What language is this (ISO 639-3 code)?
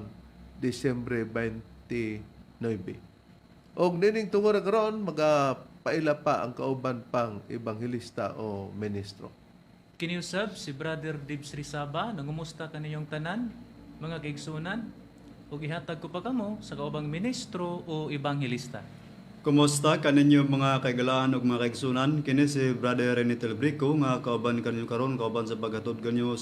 ceb